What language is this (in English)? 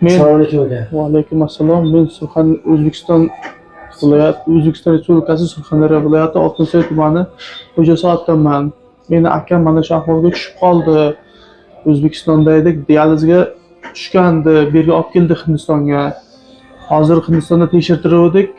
Uzbek